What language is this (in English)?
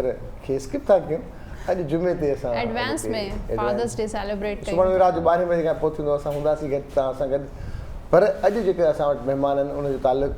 Sindhi